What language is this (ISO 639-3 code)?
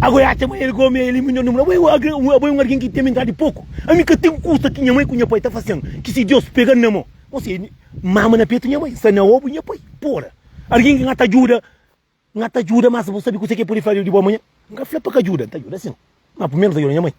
kea